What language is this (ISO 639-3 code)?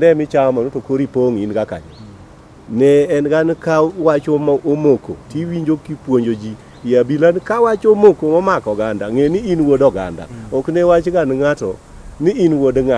luo